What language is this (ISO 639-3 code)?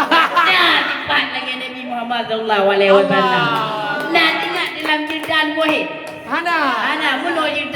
ace